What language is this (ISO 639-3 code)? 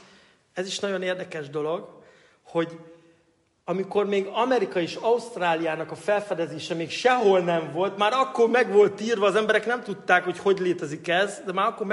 hun